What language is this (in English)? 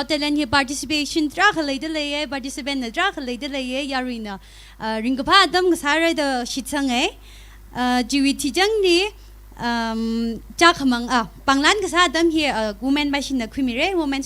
Tangkhul Naga (India)